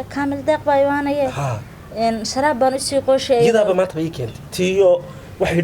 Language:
Somali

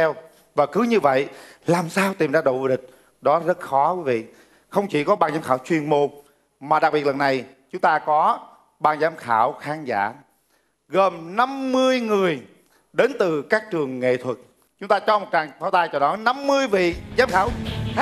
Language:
Vietnamese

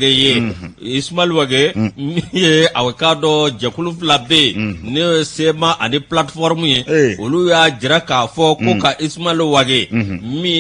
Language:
Bambara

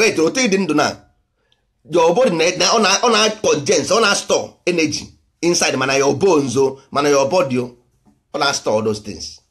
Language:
Igbo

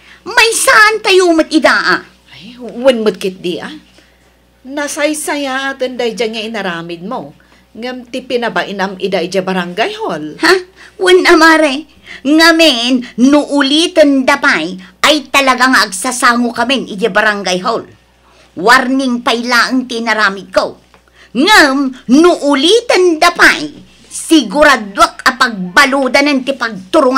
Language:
Iloko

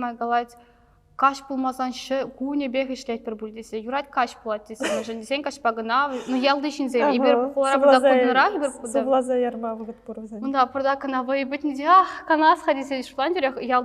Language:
Chuvash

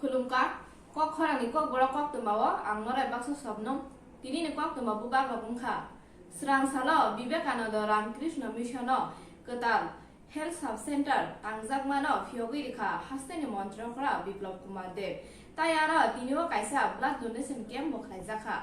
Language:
Kok Borok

